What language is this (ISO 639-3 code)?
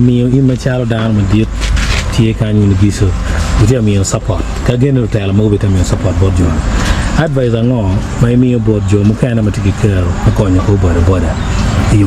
ach